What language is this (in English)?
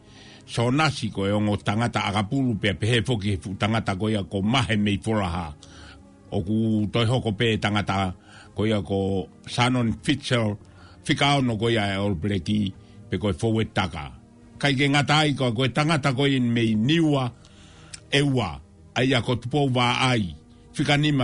Tongan